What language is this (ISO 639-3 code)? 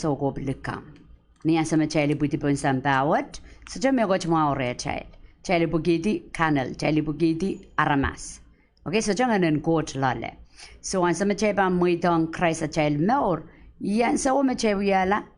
pon